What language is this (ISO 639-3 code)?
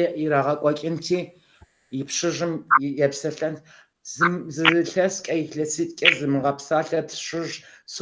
kbd